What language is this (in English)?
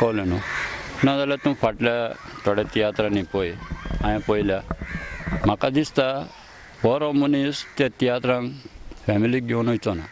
Konkani